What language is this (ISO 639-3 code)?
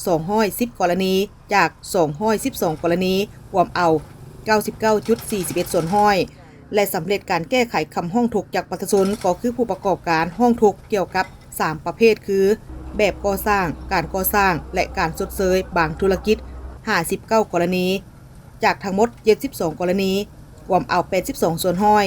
lao